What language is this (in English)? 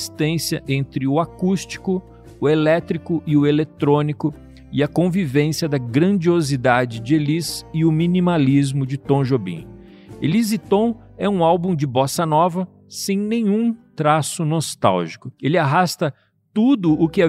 Portuguese